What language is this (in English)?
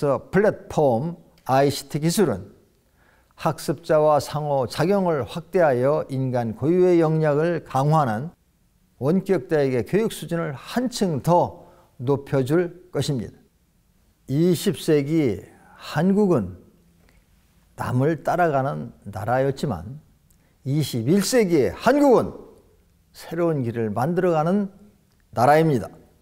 Korean